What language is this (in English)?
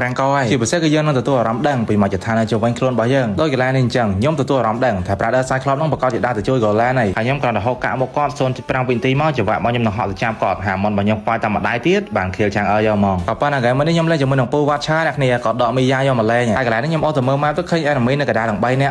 Khmer